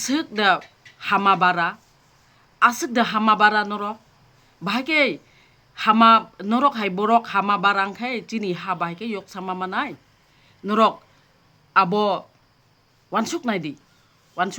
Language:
Kok Borok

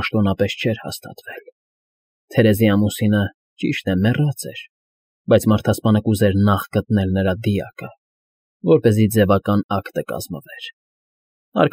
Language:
Armenian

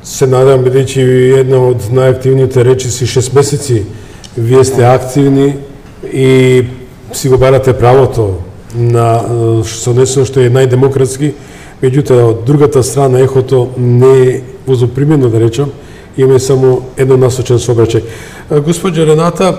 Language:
Macedonian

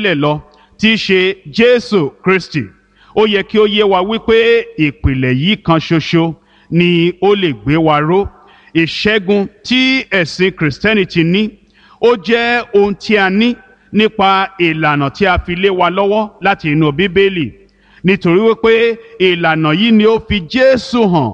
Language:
Yoruba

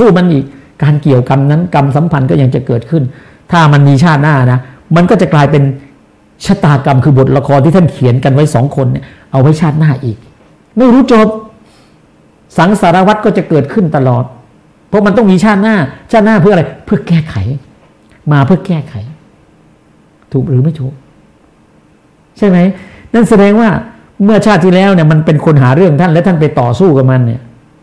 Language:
Thai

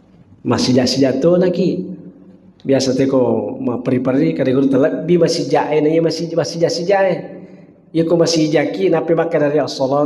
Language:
Buginese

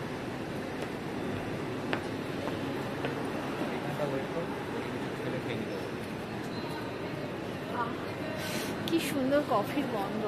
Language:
Bangla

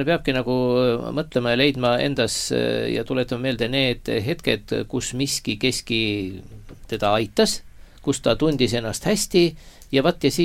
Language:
Estonian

